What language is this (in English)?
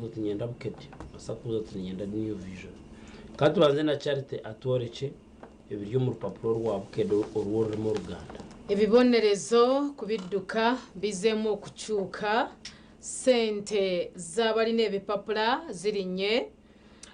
Nyankole